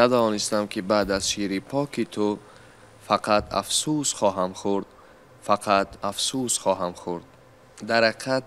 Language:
Tajik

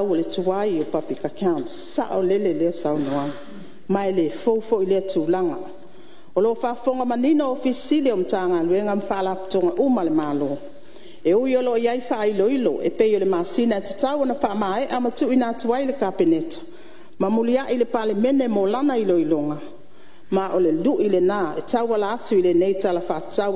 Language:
Samoan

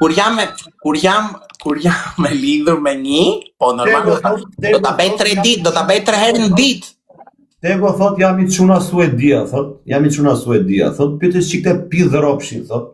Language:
Albanian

